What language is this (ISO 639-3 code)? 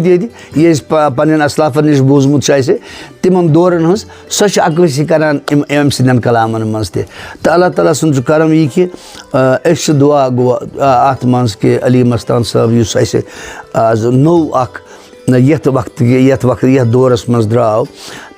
kas